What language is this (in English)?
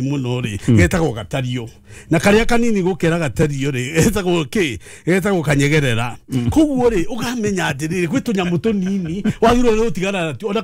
Kikuyu